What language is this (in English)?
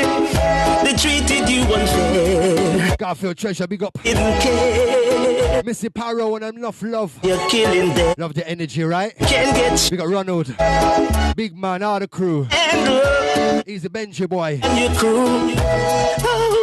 Jamaican Creole English